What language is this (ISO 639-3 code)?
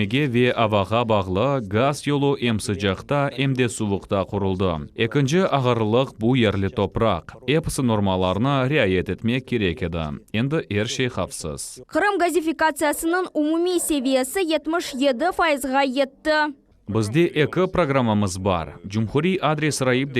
crh